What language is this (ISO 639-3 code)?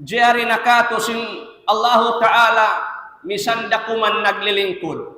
tsg